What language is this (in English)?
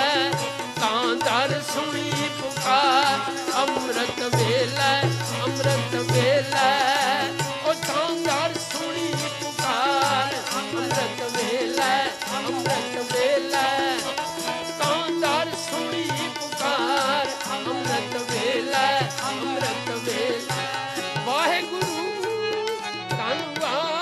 Punjabi